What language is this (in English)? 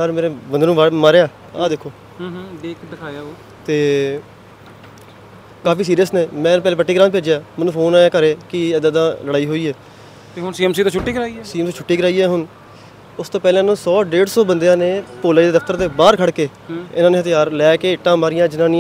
Punjabi